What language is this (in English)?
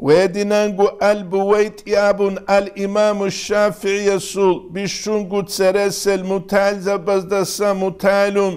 Avaric